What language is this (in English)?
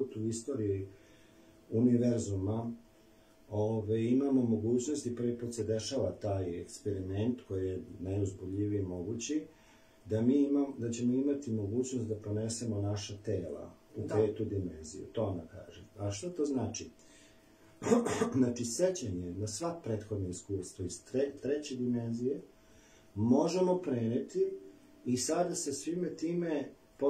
Serbian